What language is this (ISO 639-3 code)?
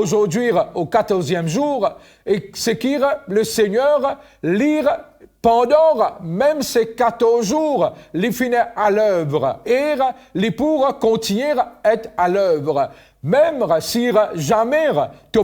mfe